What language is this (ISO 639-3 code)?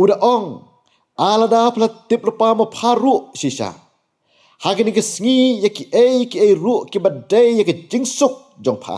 kha